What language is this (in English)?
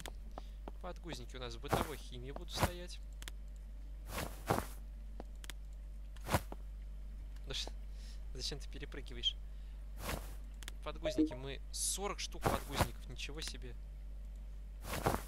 Russian